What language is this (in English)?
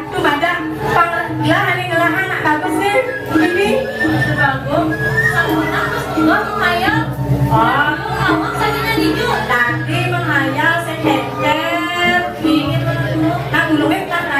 Balinese